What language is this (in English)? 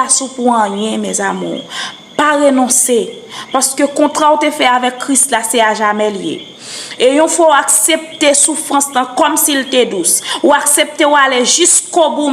Haitian Creole